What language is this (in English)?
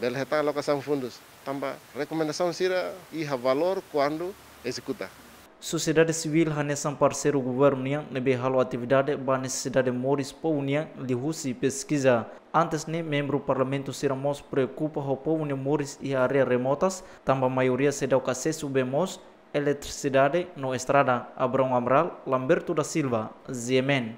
Tetum